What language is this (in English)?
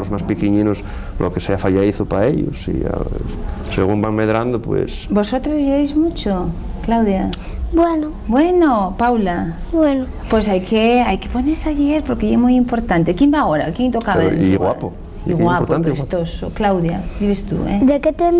Asturian